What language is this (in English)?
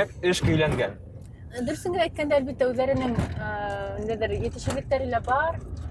Bashkir